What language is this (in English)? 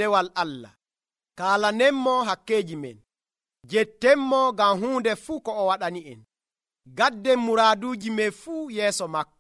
Nigerian Fulfulde